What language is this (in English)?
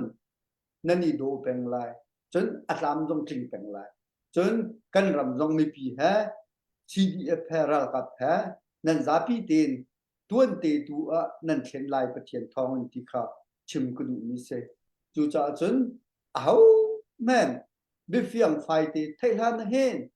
Hakha Chin